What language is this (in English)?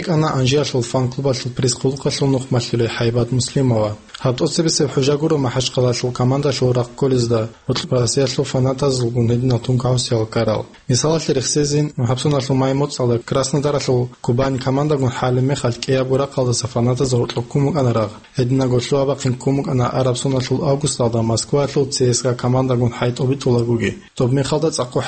Avaric